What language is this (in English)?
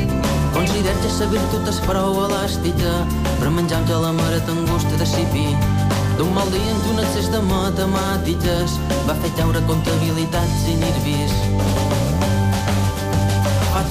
Catalan